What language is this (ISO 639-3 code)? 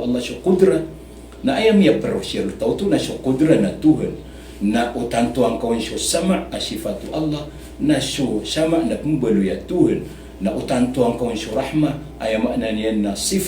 mrw